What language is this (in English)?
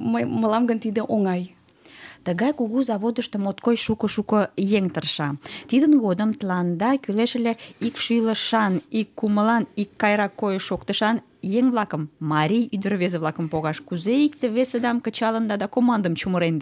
Mari